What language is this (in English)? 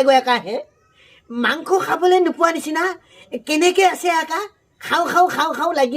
Assamese